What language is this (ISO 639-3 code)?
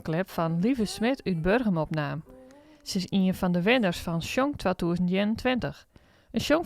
fry